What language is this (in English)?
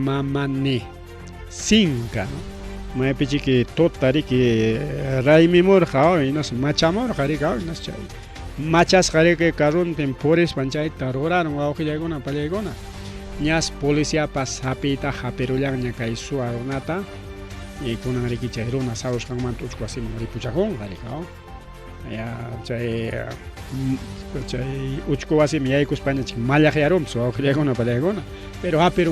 Ayacucho Quechua